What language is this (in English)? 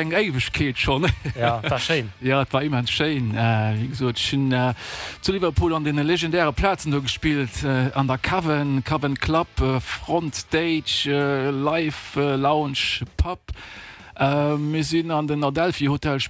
Luxembourgish